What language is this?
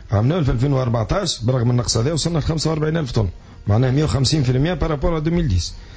Tunisian Arabic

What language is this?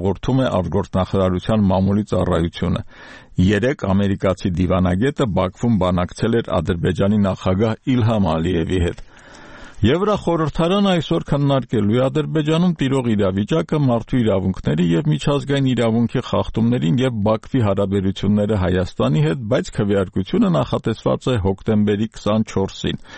Armenian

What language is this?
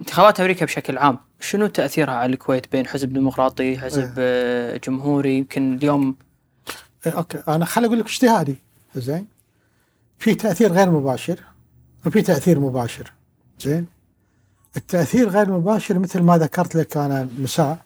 Gulf Arabic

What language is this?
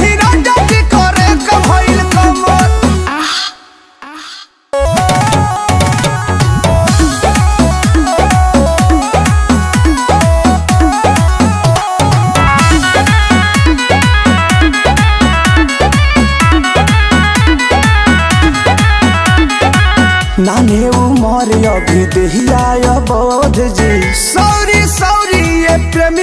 Bhojpuri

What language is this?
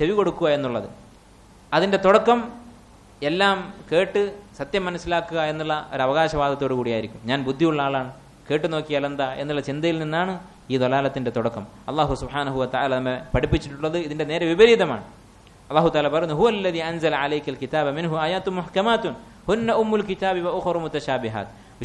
Malayalam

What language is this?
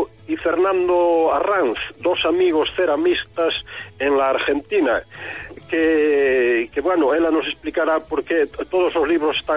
Galician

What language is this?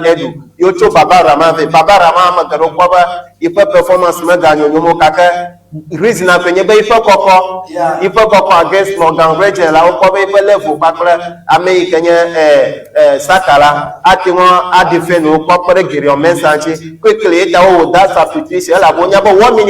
Ewe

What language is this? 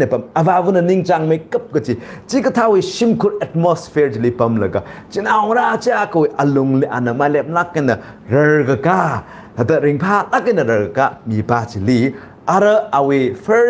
Tangkhul Naga (India)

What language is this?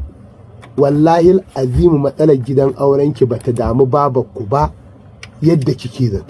Hausa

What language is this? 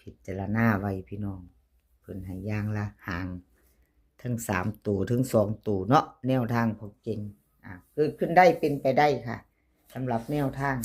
Northeastern Thai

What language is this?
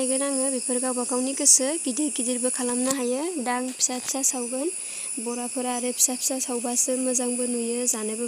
Bodo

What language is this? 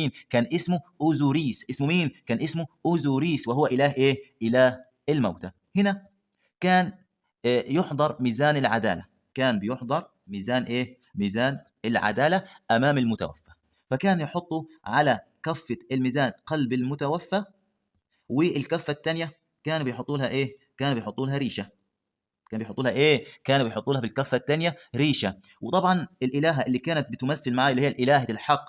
Egyptian Arabic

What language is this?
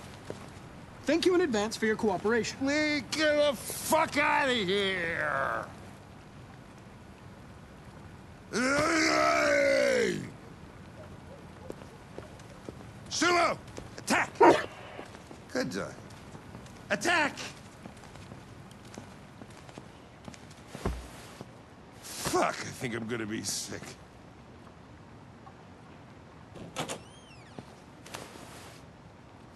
English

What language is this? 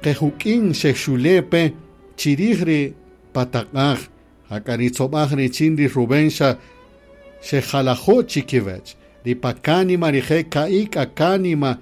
Kaqchikel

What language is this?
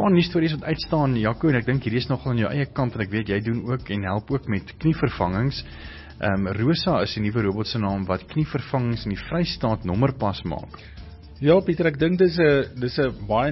Afrikaans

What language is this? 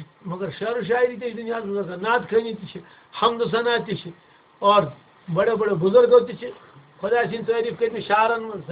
Kashmiri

